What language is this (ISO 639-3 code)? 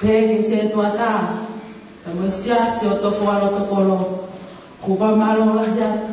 ton